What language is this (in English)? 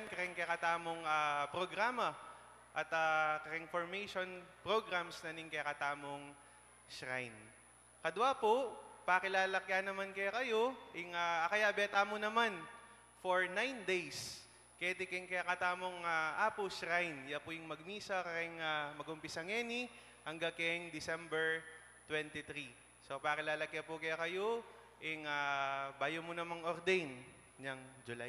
Pampanga